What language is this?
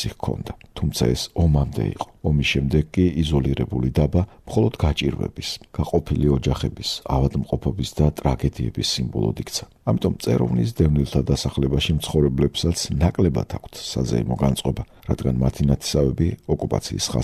Georgian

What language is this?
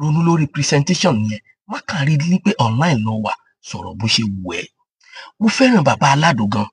Yoruba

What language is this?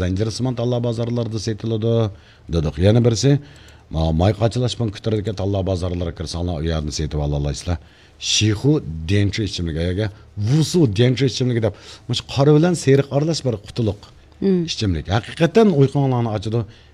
Uyghur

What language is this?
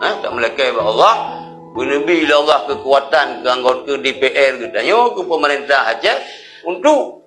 Achinese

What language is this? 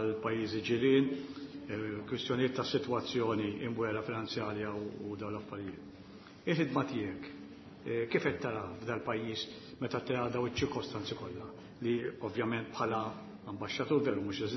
Maltese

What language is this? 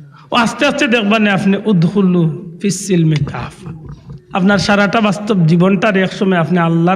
Sylheti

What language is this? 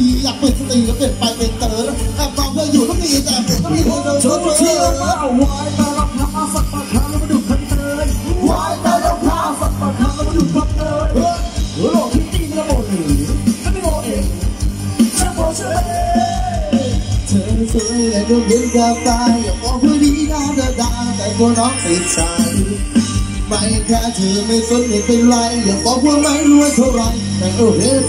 Thai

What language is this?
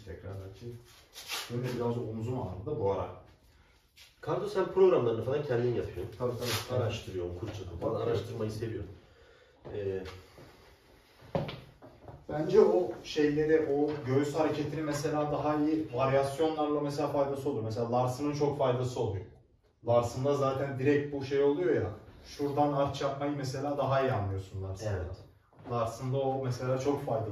Turkish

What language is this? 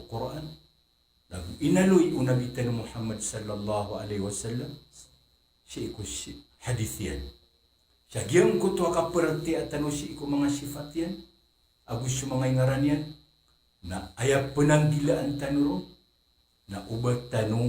Maranao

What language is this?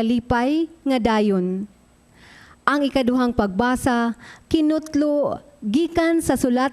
Cebuano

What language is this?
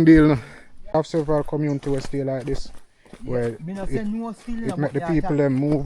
Jamaican Creole English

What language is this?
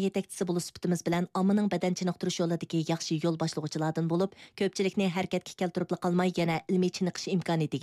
Uyghur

